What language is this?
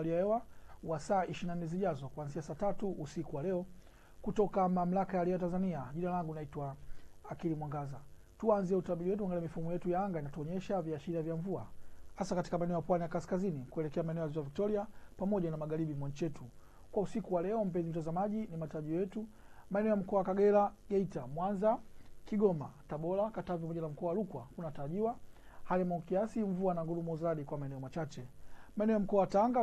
Swahili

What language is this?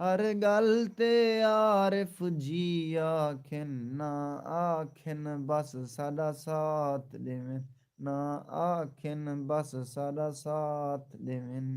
Saraiki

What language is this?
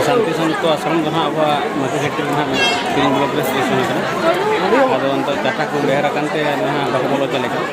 Santali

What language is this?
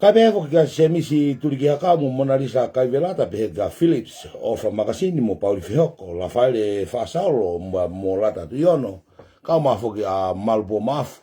Tongan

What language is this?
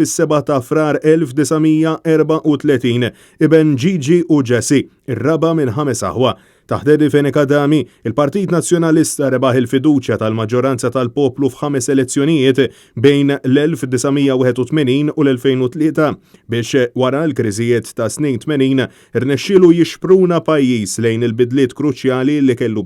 Maltese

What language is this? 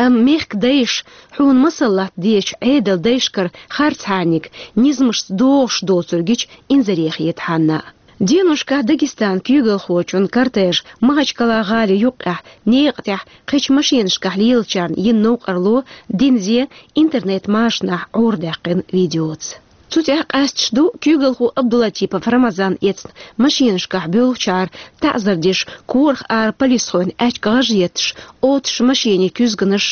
Chechen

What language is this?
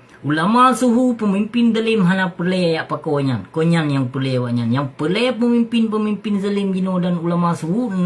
Achinese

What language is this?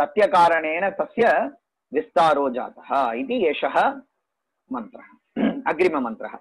Sanskrit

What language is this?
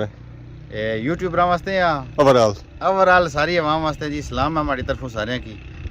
Pahari-Potwari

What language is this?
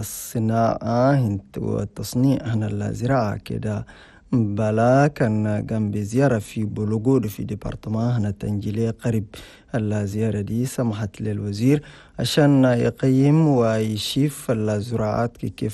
Chadian Arabic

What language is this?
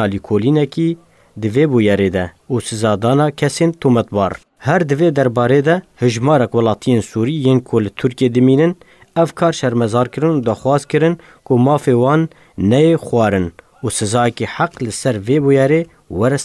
Kurdish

